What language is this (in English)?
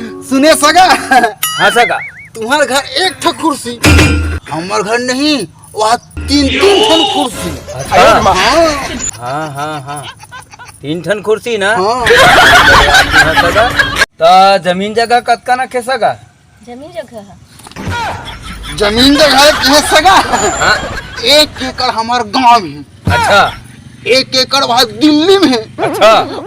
Chhattisgarhi